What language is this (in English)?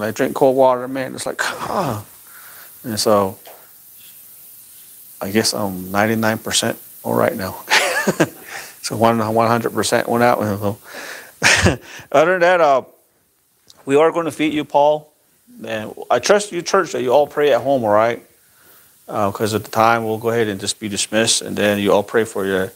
English